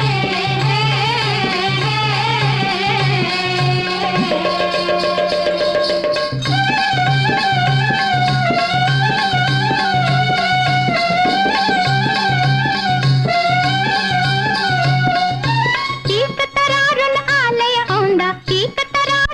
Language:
Marathi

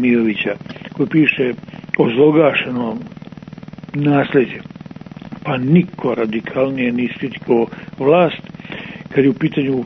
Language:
Serbian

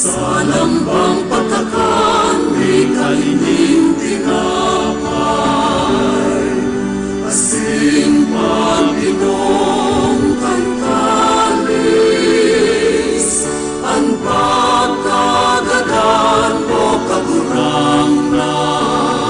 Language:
Bikol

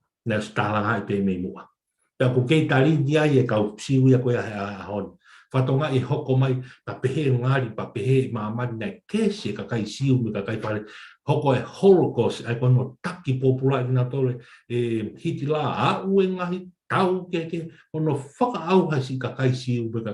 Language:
Tongan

